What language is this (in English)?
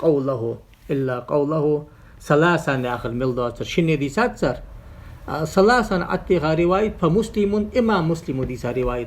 Ingush